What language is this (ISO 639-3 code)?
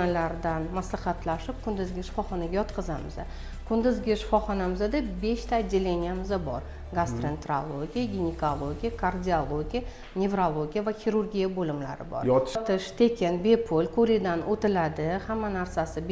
uzb